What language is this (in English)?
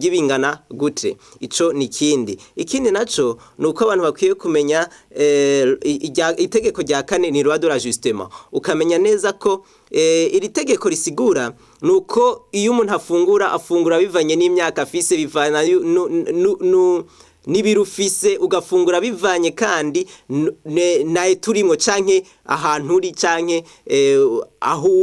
Rundi